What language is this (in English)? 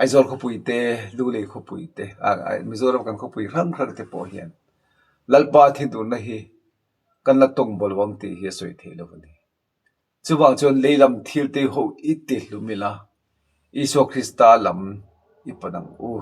Mizo